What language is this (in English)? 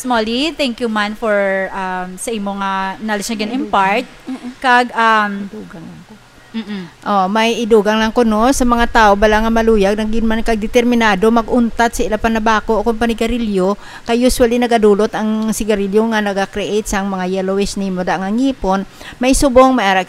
Hiligaynon